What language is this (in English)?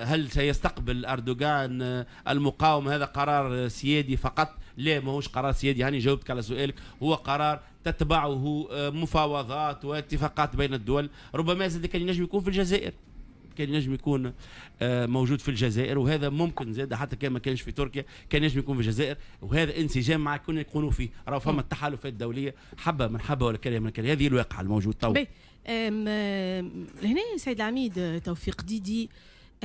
Tunisian Arabic